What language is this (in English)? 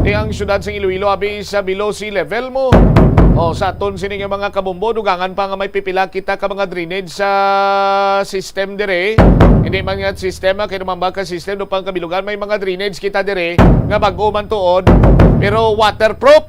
Hiligaynon